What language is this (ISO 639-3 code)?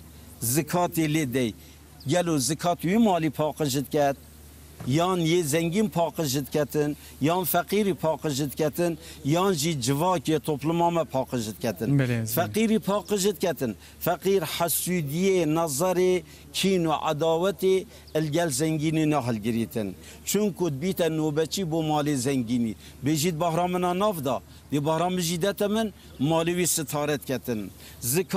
kur